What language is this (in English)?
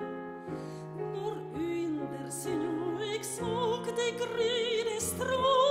Norwegian